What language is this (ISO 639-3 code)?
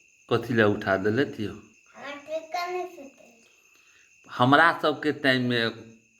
mai